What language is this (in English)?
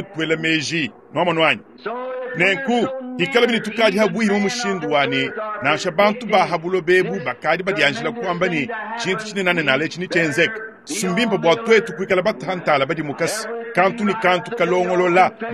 Luba-Lulua